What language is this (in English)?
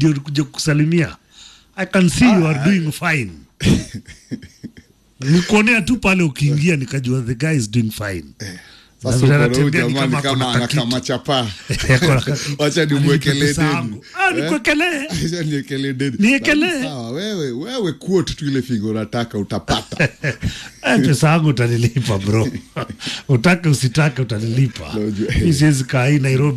Swahili